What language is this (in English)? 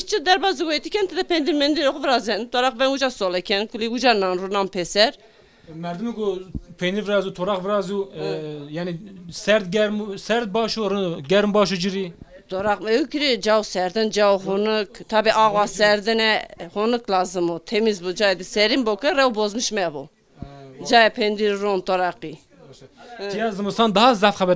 Zaza